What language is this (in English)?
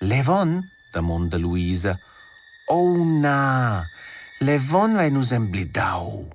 Romansh